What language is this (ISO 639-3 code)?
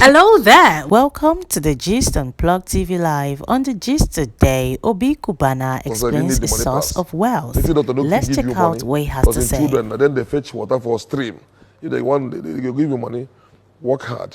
pcm